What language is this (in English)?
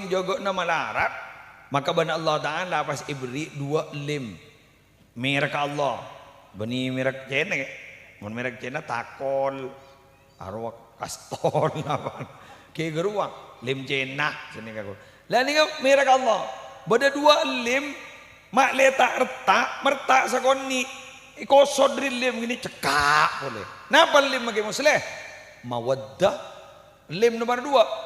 Madurese